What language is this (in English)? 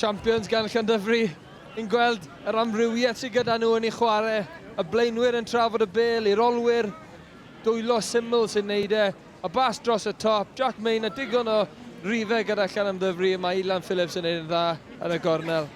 Welsh